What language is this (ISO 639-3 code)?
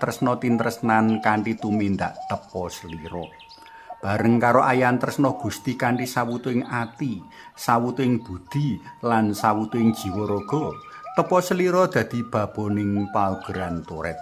jav